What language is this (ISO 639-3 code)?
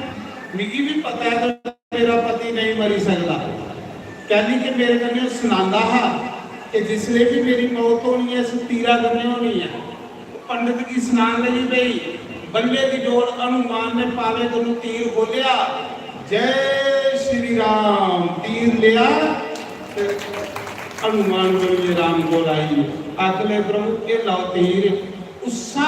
doi